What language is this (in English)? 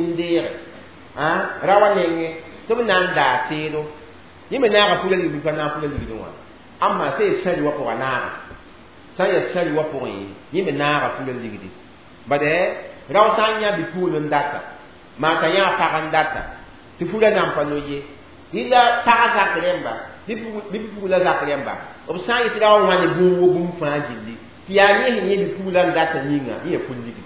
Mossi